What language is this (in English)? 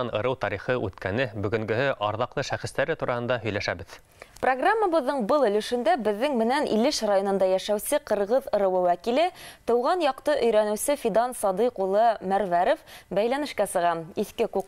Bashkir